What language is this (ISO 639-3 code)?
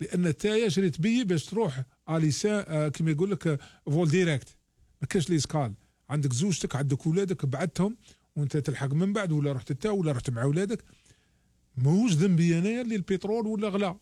arq